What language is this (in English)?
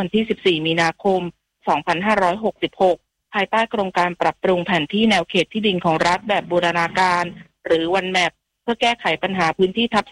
Thai